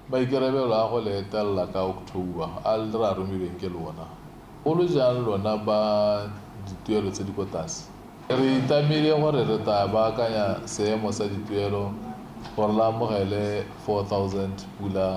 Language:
Tswana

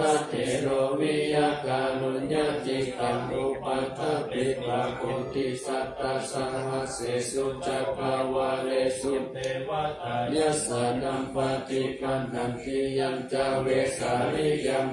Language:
Pali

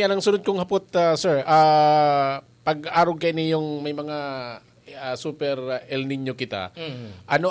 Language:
Bikol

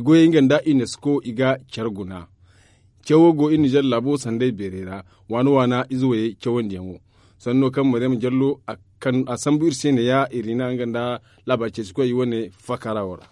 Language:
Zarma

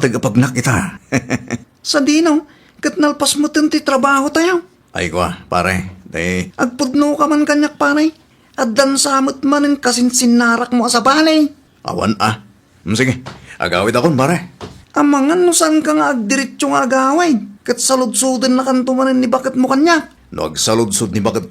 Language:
Iloko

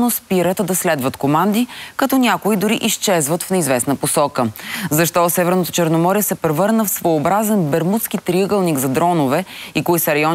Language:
Bulgarian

